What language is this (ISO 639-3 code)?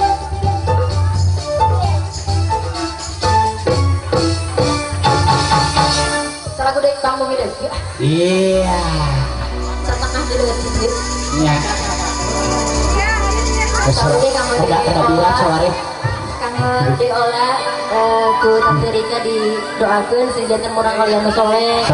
sun